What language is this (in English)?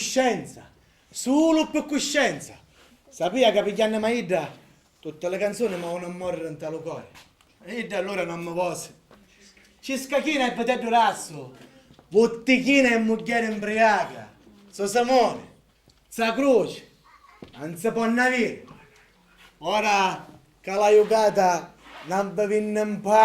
Sicilian